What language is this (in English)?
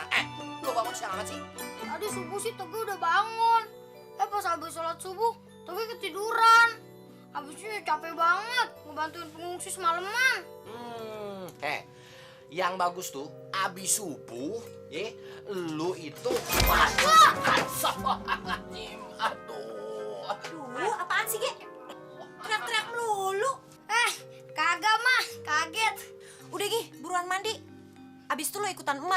Betawi